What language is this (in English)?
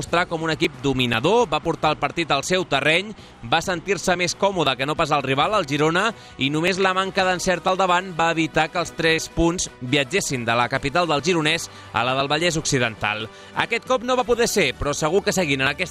Catalan